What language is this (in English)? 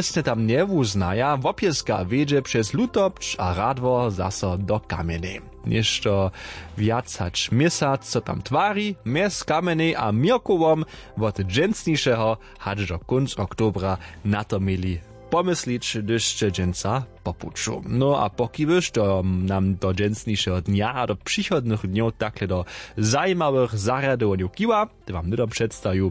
Upper Sorbian